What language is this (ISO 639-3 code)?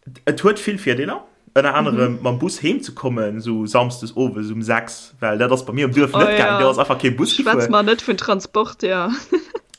ltz